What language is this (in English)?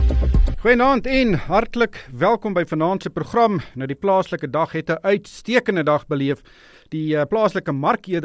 Afrikaans